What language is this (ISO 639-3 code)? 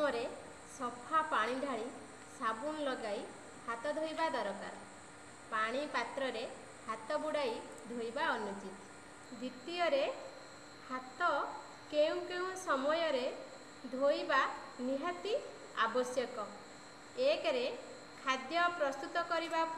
ori